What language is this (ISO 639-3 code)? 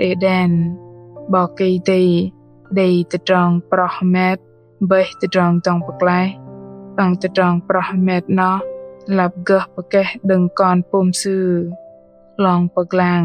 bdq